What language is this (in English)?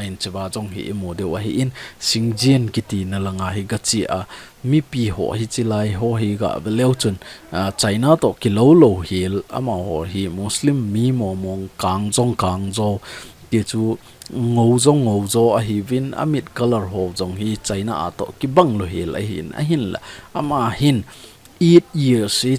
Thado Chin